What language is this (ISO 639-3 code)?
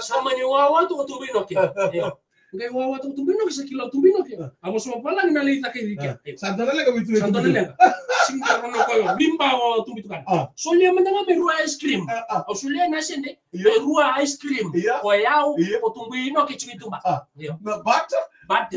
fij